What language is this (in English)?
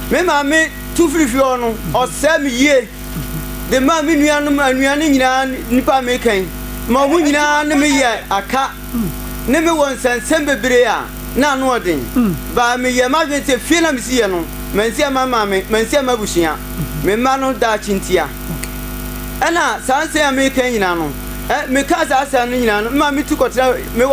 Akan